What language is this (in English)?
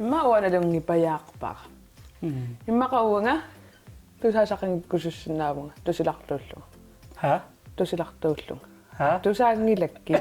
Kalaallisut